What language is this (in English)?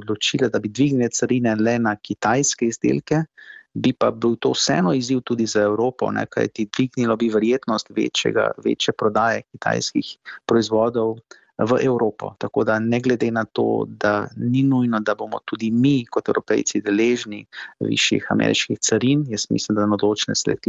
Slovenian